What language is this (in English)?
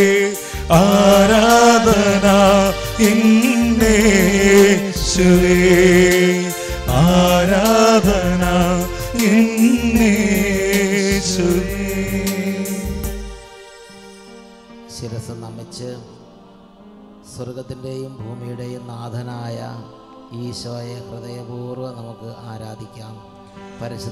Malayalam